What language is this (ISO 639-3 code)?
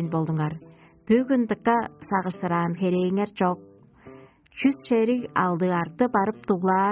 tyv